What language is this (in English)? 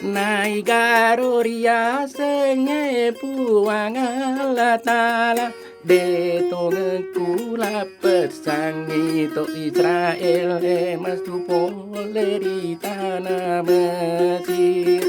Buginese